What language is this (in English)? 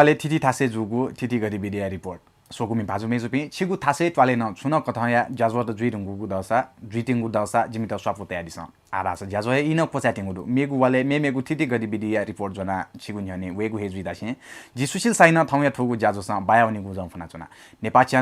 Newari